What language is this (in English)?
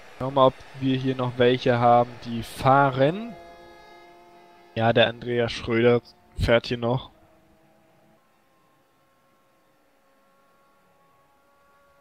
German